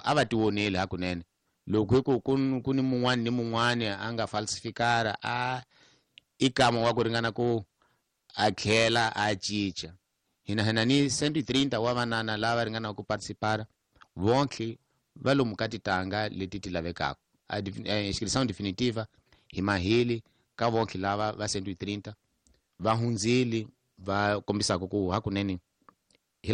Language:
Tsonga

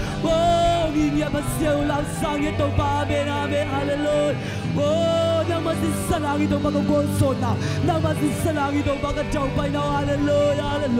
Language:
Tedim Chin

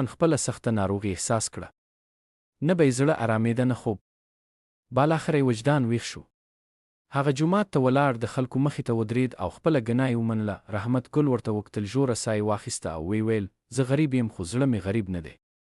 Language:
Pashto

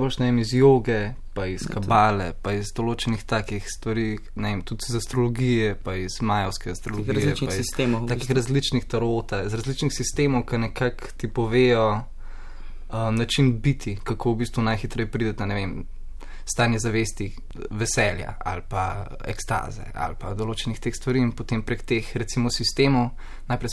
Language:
Slovenian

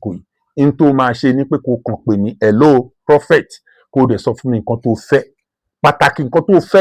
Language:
Yoruba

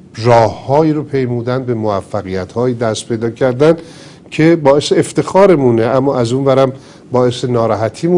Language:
Persian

